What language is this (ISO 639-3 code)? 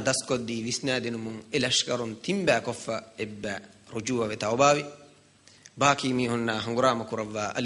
div